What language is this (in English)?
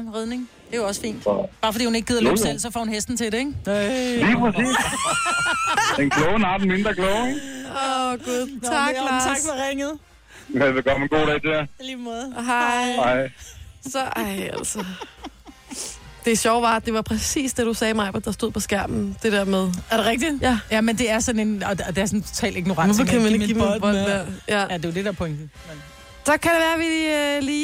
Danish